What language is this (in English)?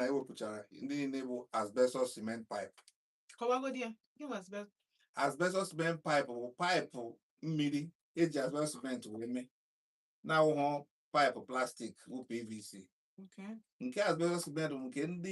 Igbo